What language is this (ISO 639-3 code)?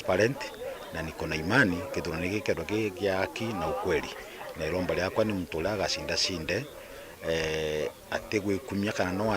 mer